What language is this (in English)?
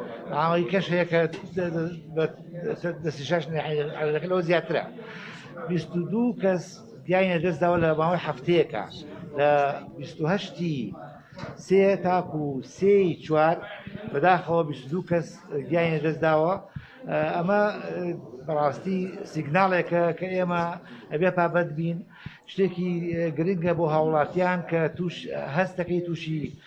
Central Kurdish